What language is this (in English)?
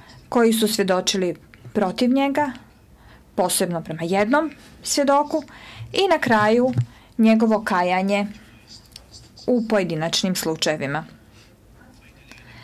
Croatian